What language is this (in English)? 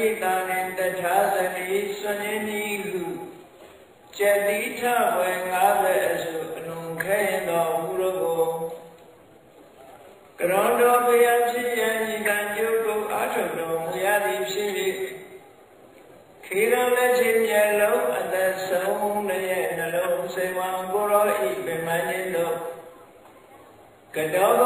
Burmese